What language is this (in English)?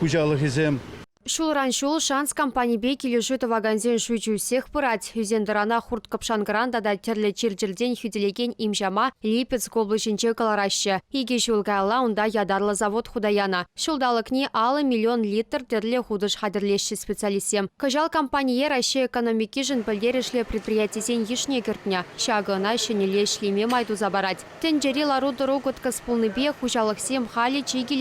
Chuvash